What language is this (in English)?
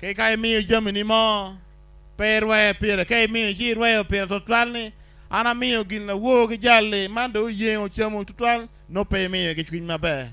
Acoli